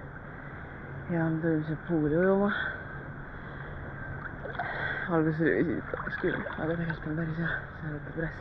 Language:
Estonian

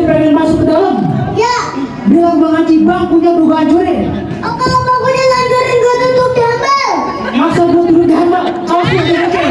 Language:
Betawi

